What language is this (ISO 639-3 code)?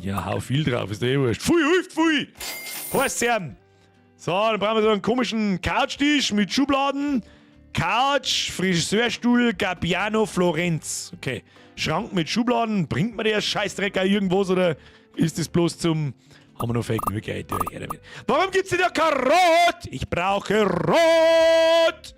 bar